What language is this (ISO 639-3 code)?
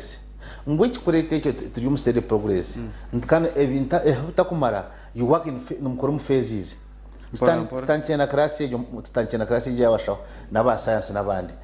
nyn